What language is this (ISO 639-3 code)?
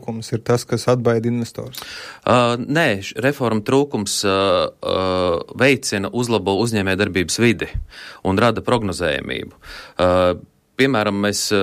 lav